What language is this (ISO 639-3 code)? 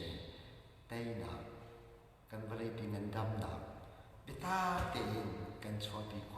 cnh